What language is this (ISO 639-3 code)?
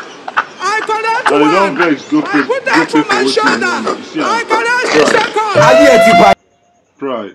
pcm